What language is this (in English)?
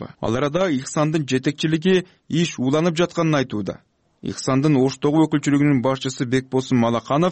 Kyrgyz